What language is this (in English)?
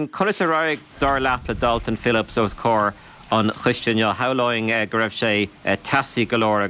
Irish